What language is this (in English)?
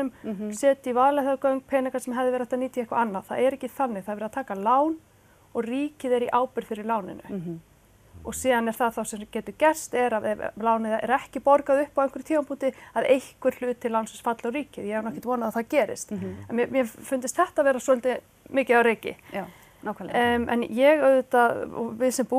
Icelandic